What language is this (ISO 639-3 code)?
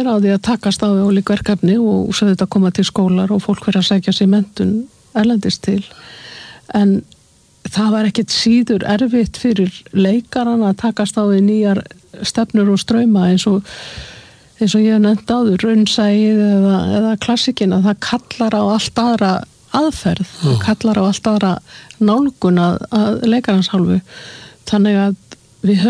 isl